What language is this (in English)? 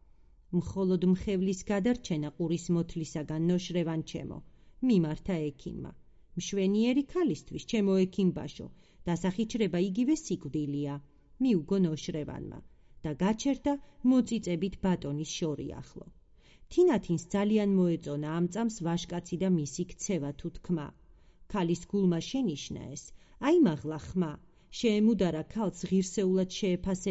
Georgian